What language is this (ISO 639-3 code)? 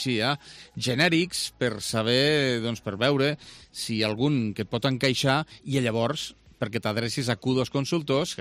cat